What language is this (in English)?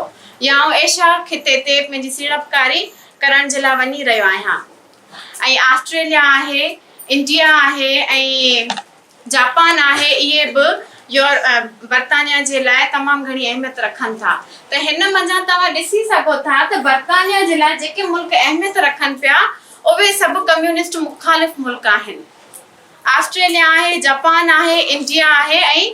Sindhi